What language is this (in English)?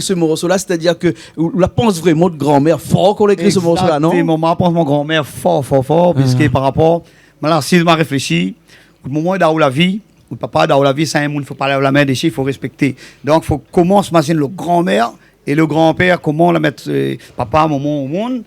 Réunion Creole French